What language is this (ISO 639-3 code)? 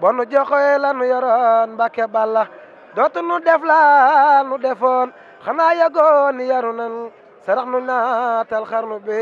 wol